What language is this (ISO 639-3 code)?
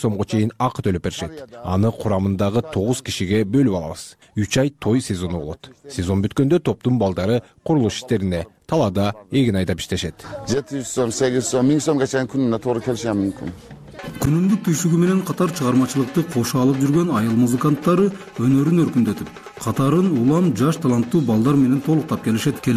kir